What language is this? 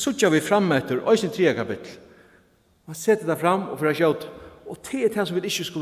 Faroese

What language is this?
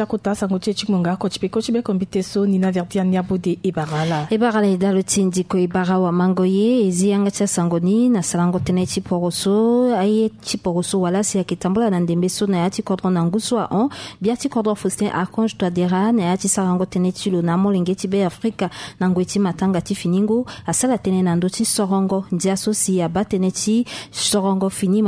Sango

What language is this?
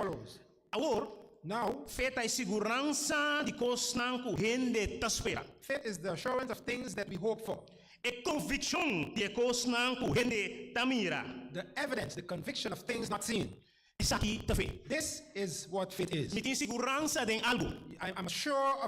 Papiamento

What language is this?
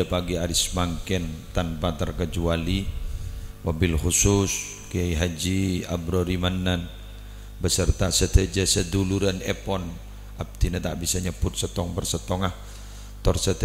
Madurese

